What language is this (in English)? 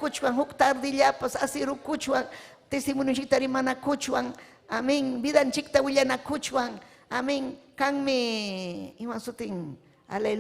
Ayacucho Quechua